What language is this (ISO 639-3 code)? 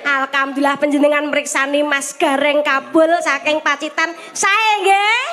jav